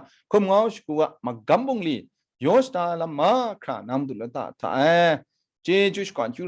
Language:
Kachin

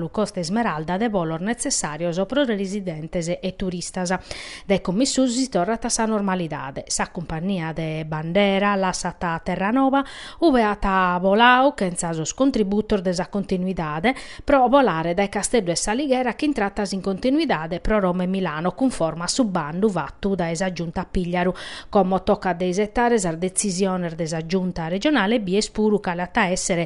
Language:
Sardinian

